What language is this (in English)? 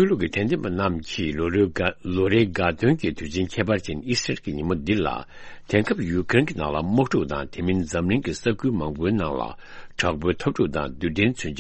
Tibetan